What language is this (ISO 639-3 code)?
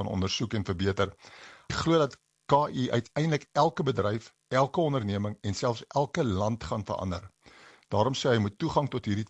afr